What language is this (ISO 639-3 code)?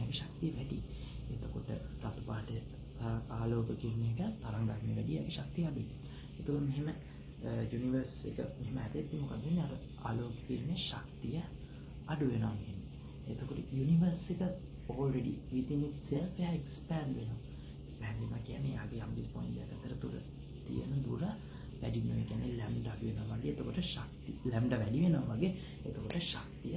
sin